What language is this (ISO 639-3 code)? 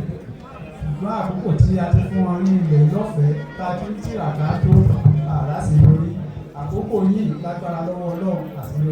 yor